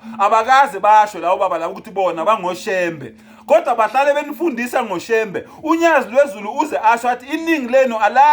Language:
Zulu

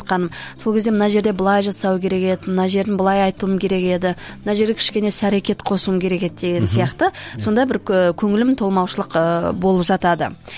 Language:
Kazakh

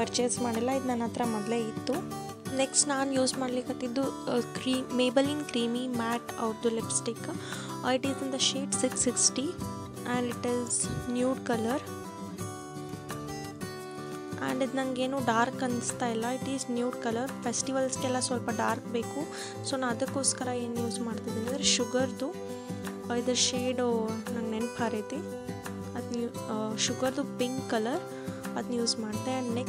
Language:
Kannada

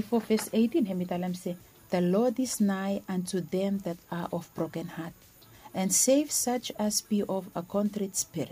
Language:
Bislama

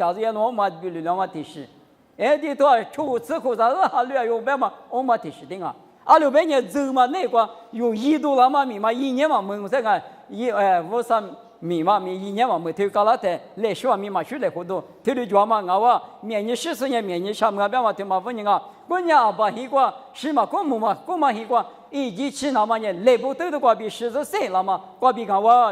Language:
Lisu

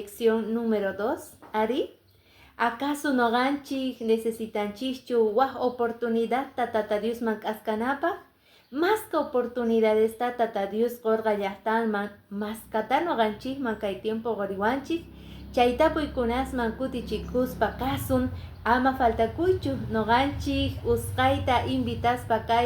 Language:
Quechua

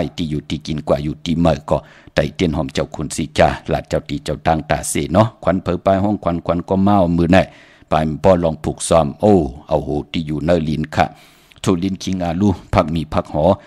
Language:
Shan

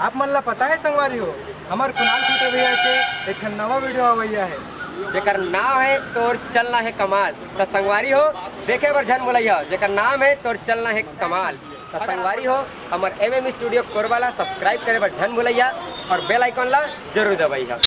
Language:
Chhattisgarhi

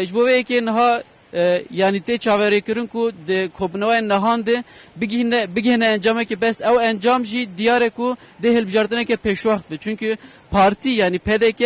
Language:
Kurdish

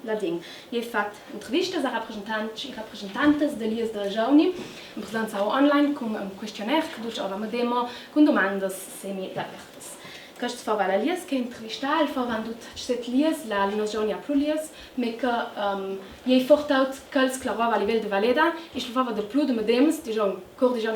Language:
Ladin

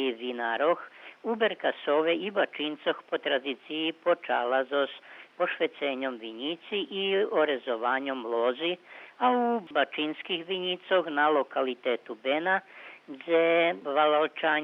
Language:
Rusyn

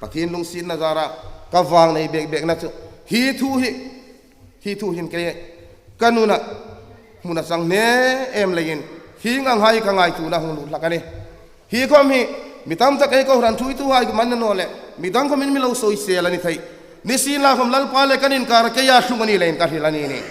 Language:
Hmar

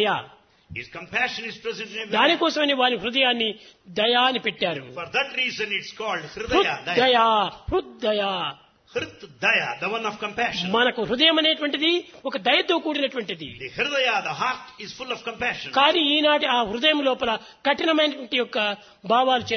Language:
Telugu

